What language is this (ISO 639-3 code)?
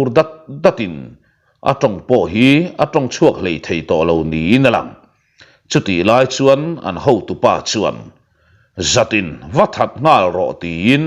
lus